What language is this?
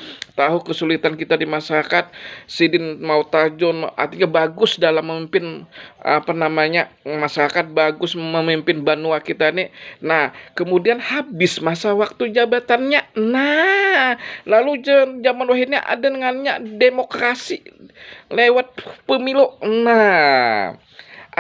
Banjar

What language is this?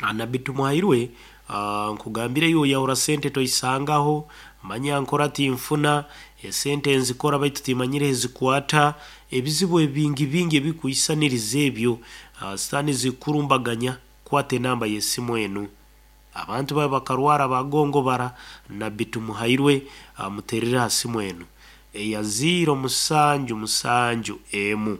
Nyoro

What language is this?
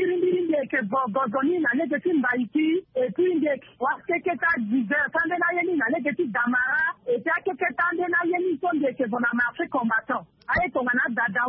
Sango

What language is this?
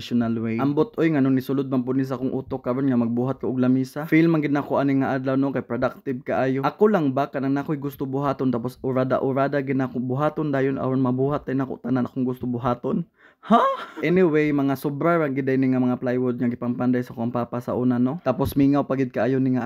Cebuano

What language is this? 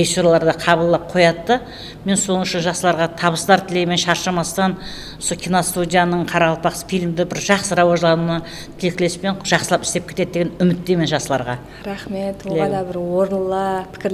Kara-Kalpak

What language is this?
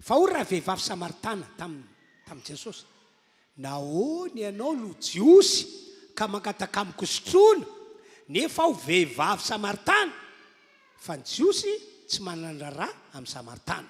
Malagasy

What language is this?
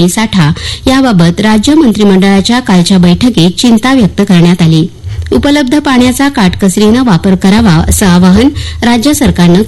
Marathi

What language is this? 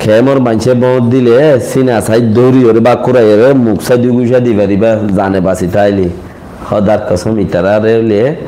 Rohingya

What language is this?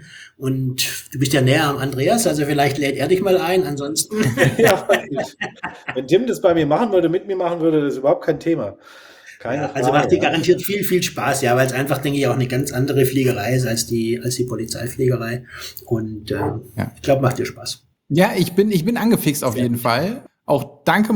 German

